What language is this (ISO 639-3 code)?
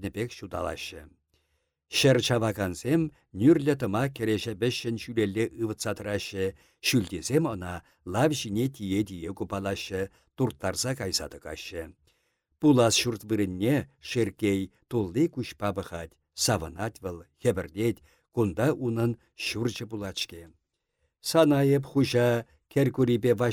chv